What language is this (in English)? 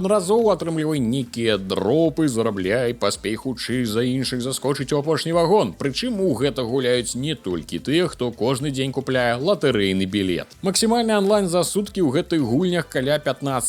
Belarusian